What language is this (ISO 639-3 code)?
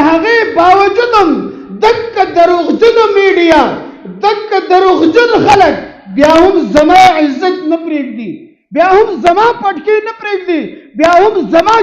pus